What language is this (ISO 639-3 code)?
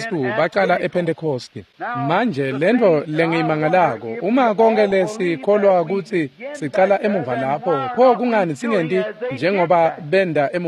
ssw